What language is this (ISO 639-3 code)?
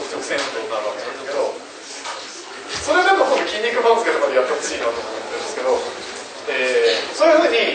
jpn